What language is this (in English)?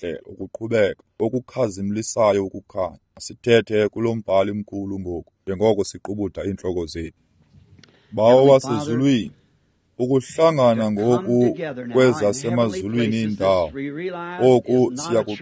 Xhosa